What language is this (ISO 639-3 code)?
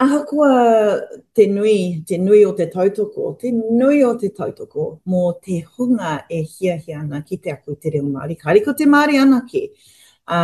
mri